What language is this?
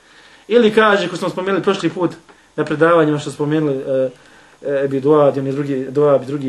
Bosnian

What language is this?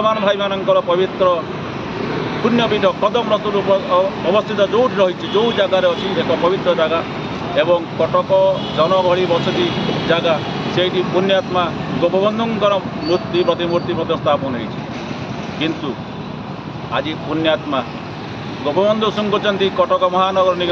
Odia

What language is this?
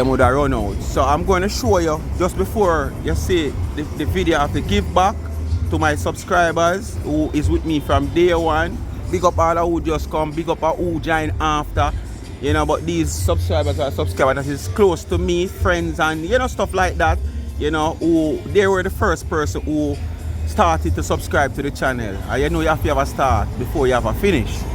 Jamaican Creole English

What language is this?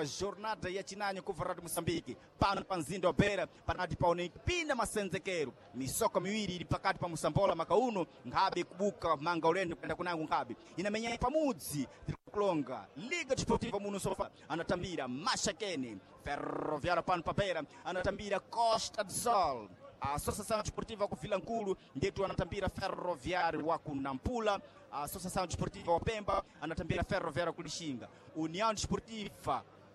Sena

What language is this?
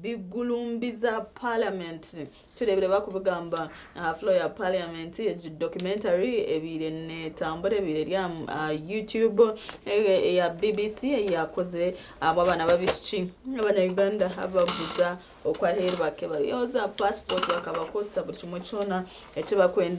Nyankole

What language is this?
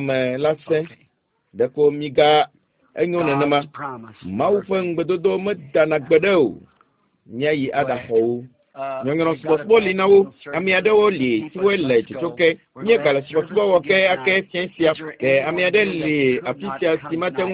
Ewe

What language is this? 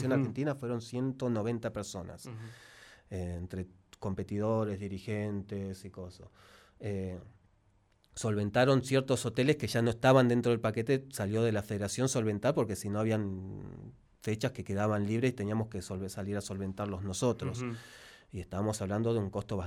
Spanish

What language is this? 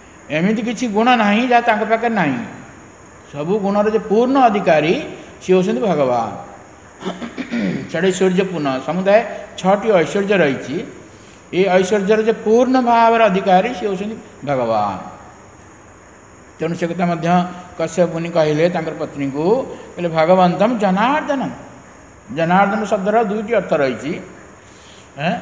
Odia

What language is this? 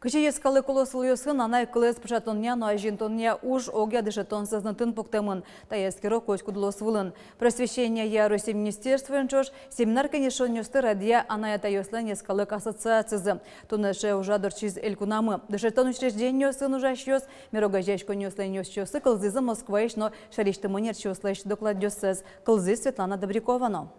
Udmurt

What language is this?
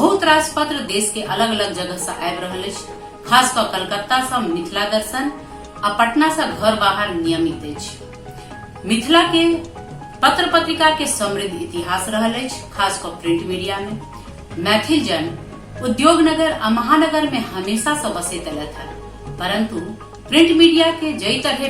Maithili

